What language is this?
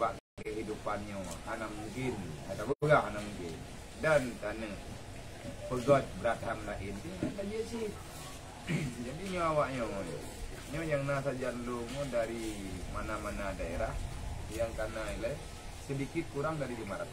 Achinese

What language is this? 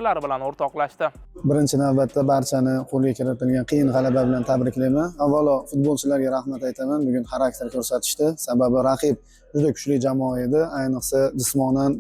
Uzbek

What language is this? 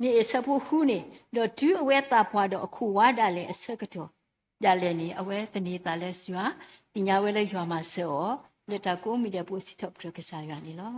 S'gaw Karen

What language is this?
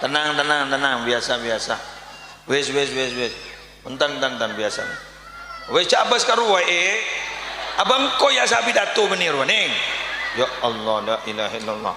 Madurese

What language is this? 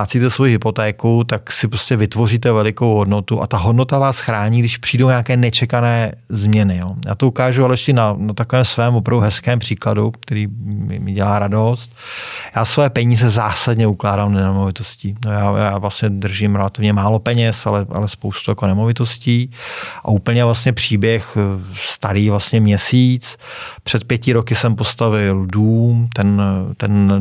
Czech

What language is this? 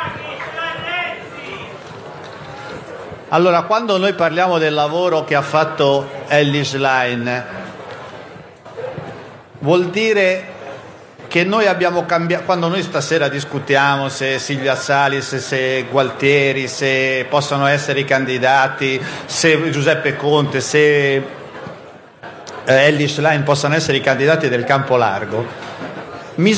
Italian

